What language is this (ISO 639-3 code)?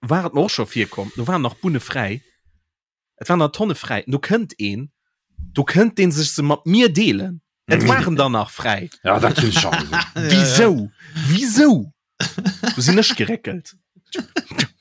ltz